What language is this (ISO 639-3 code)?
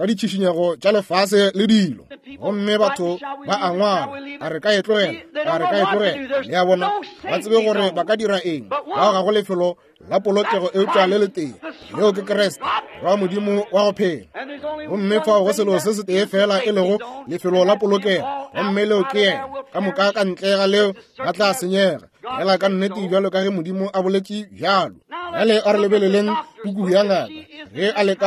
nso